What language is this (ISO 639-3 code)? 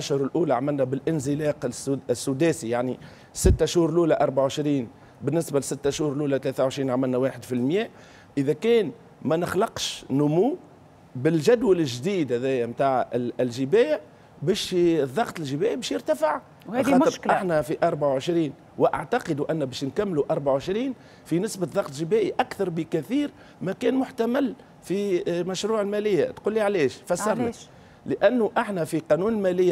aeb